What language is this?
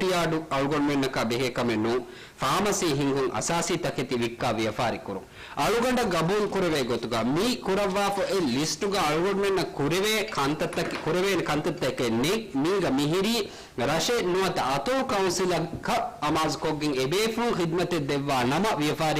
Divehi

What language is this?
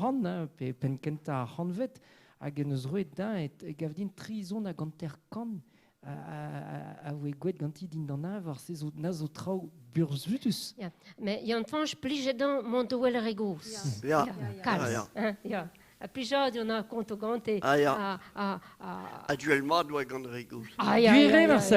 Breton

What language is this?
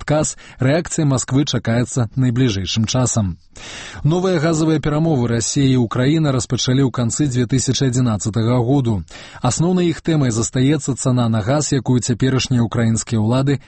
Belarusian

